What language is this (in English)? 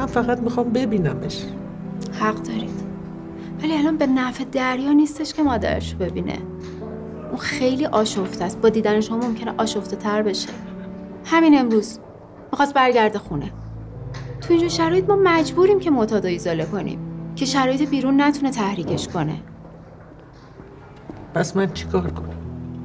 Persian